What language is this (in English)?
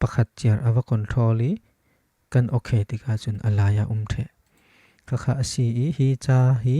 Falam Chin